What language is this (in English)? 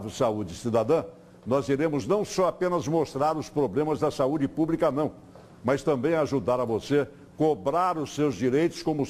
Portuguese